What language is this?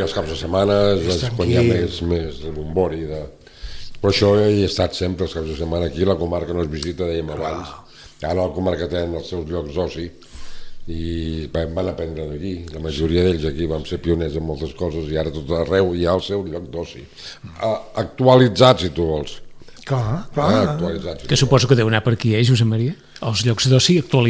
Catalan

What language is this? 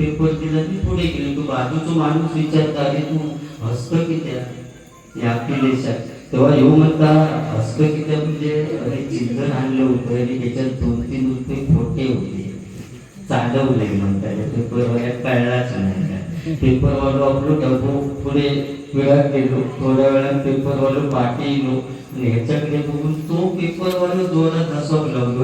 Konkani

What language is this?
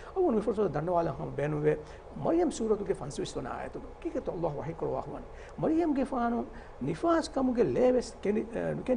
Divehi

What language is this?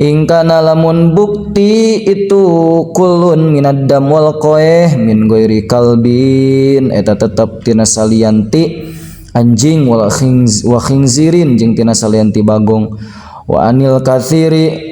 Sundanese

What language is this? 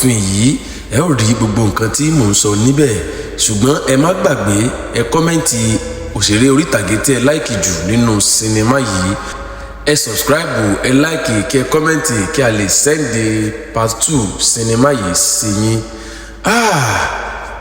Yoruba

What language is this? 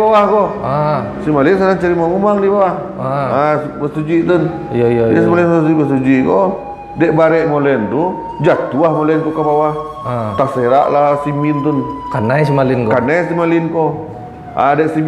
Minangkabau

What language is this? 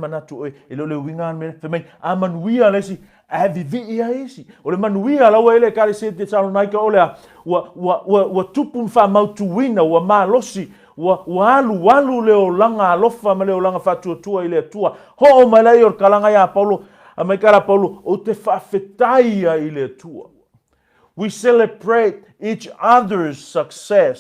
Samoan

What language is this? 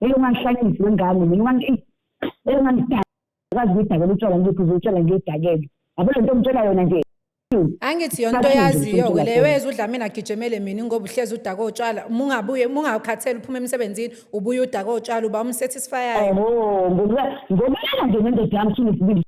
Zulu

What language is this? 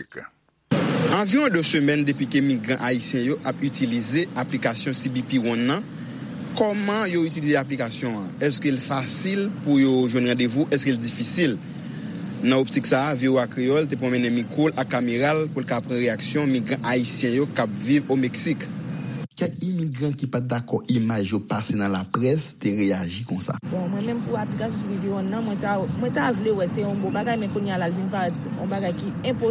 Haitian Creole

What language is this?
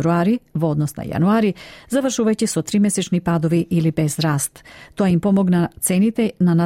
Macedonian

